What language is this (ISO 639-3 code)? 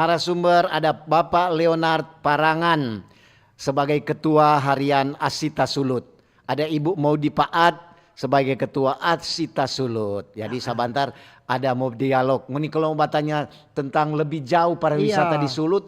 xmm